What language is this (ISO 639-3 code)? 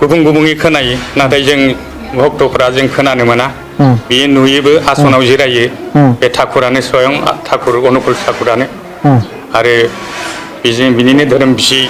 brx